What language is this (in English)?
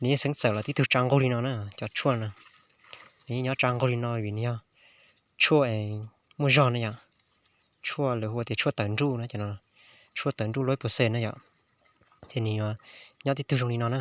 Hmong